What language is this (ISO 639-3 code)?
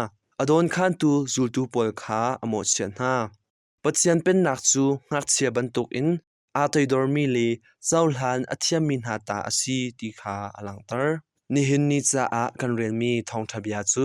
cnh